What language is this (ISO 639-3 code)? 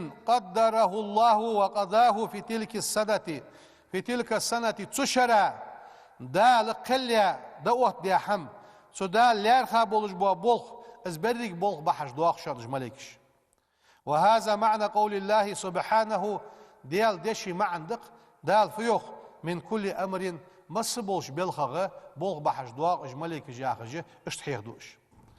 inh